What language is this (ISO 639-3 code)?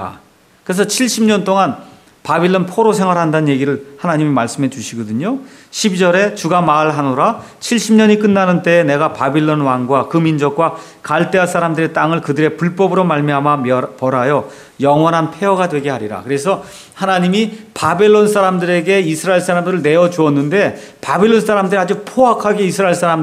kor